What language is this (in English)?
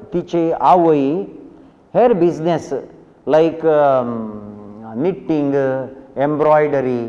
Konkani